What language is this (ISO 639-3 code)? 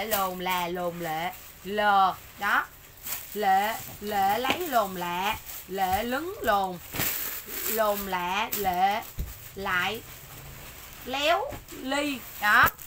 vie